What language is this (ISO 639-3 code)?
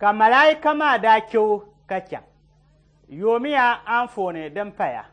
dag